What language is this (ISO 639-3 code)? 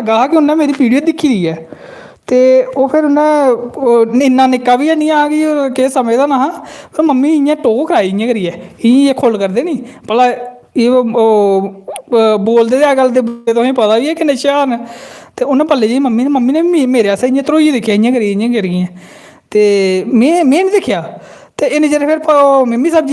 doi